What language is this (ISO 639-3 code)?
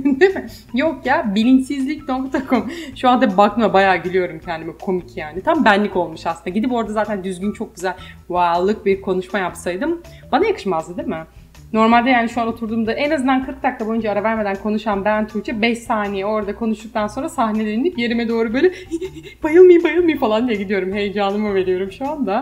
tur